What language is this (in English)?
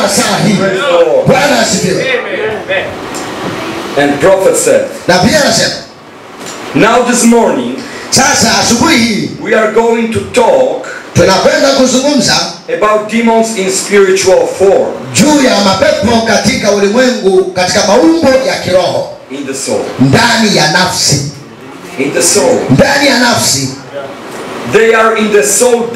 Swahili